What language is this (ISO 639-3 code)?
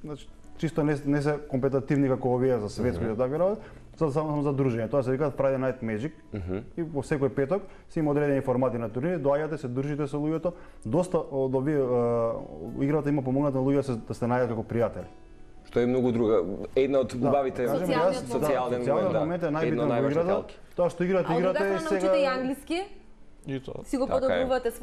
mkd